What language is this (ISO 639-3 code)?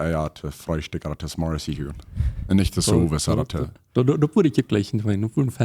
pdt